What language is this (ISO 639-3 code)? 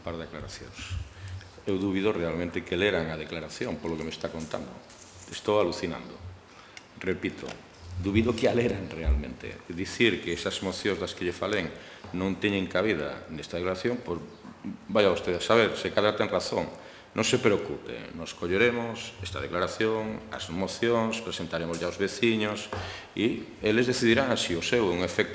glg